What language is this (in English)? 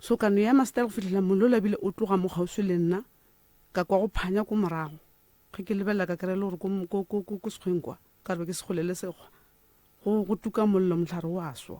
Northern Sotho